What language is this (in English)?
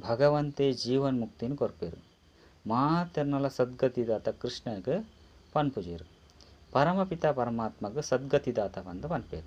Tulu